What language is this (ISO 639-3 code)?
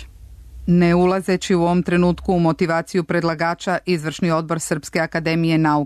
srp